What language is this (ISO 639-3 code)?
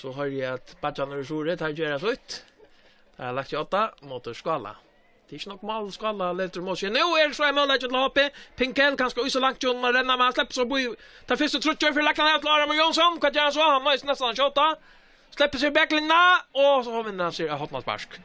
fao